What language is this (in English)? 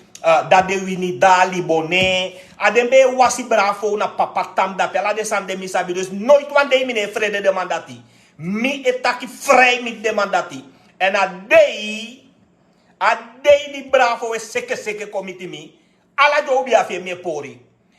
Sranan Tongo